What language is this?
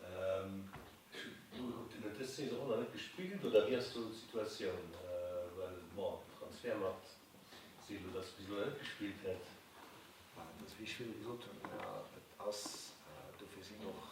Luxembourgish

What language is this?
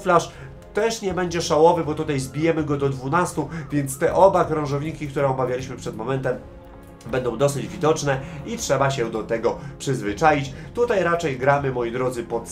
Polish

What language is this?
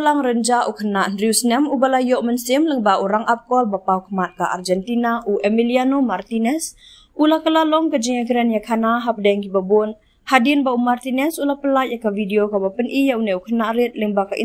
Khasi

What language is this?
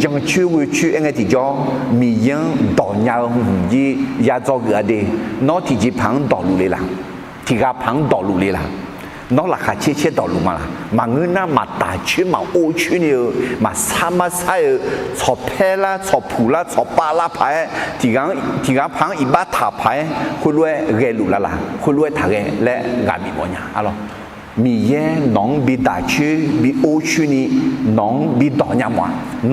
Akha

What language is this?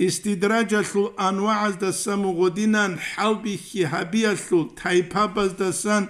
Avaric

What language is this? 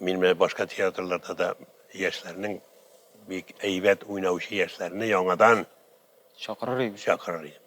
Tatar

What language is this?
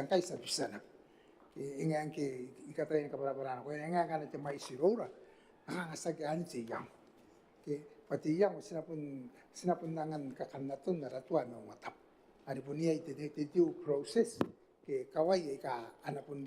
Gilbertese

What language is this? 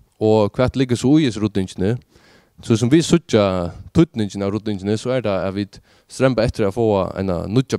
Faroese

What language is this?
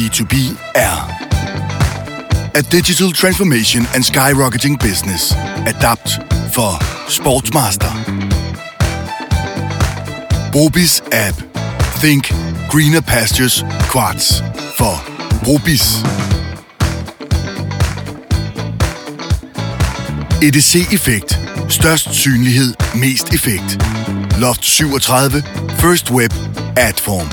Danish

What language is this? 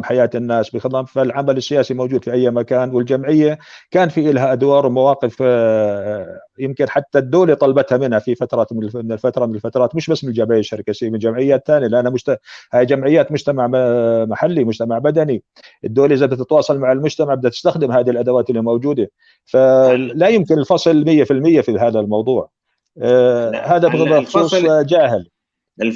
North Levantine Arabic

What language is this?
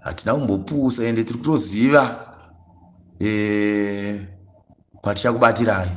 Shona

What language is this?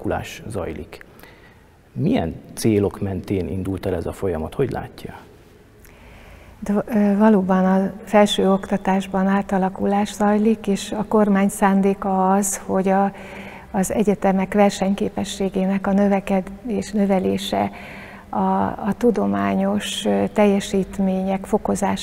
Hungarian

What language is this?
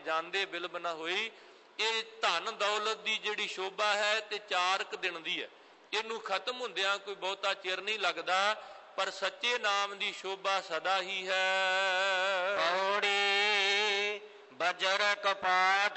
Punjabi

